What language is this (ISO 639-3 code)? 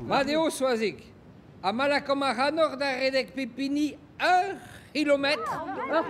bre